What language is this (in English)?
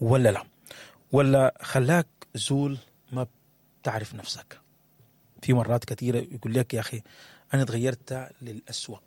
Sudanese Arabic